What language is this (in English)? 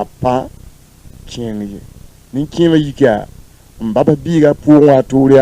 Mossi